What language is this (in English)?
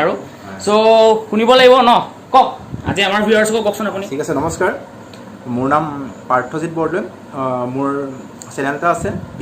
Assamese